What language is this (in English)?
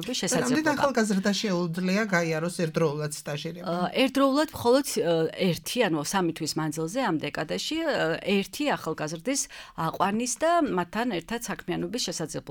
Georgian